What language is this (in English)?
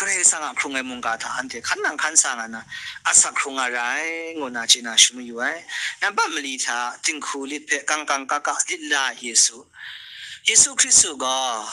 Kachin